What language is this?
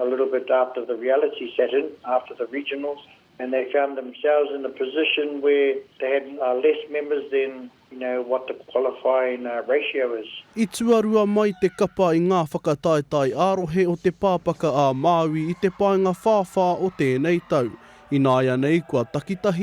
Māori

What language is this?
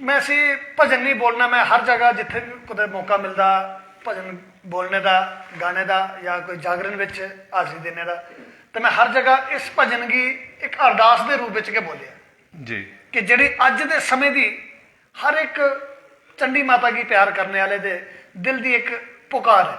Dogri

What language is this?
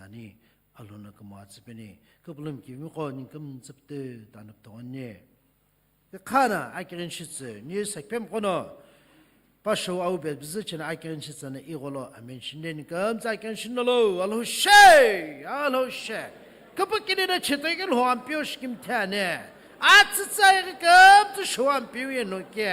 Sumi Naga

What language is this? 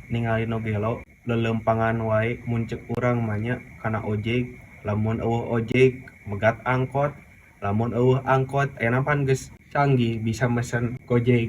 Sundanese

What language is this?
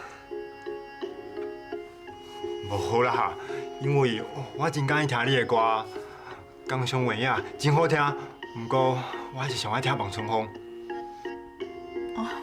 Min Nan Chinese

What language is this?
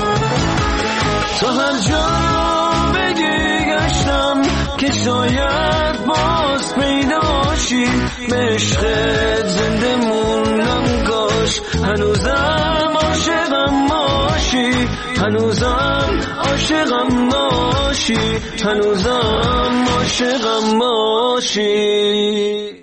Persian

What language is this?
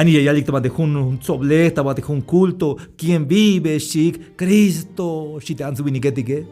Tzeltal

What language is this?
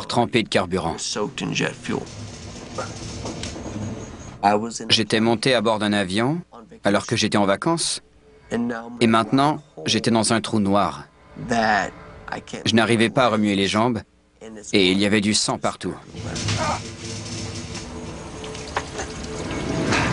French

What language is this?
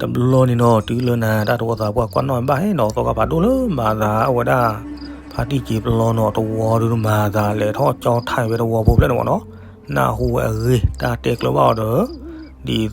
S'gaw Karen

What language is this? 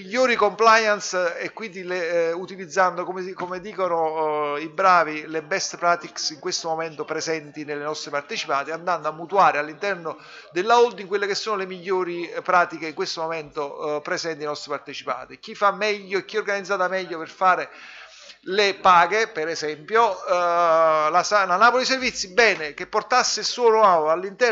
Italian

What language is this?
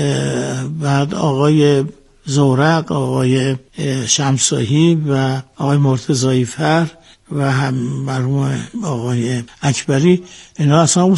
Persian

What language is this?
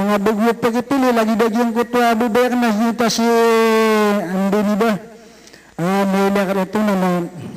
Maranao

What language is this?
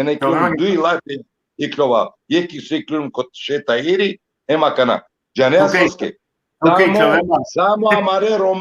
Balkan Romani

